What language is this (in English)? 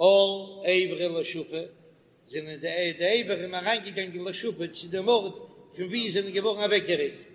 Yiddish